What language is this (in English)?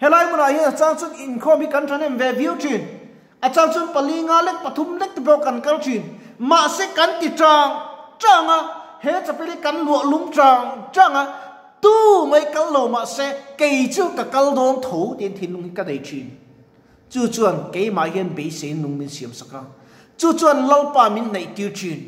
Mizo